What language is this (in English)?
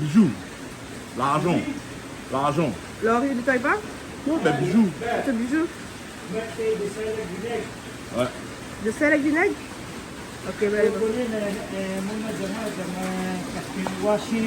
Réunion Creole French